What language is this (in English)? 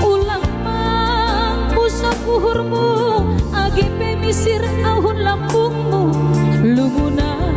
Batak Simalungun